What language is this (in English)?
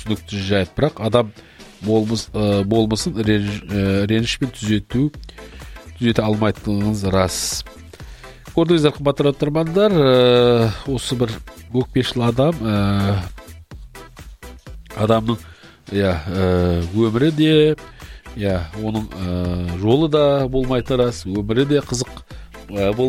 Kazakh